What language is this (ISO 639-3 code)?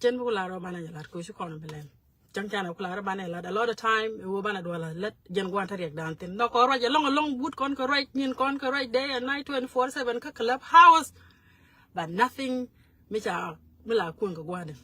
nus